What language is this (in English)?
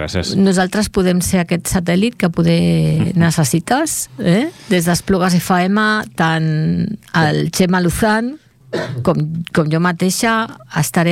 Catalan